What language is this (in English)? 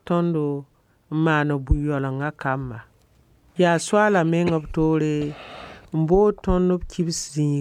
Mossi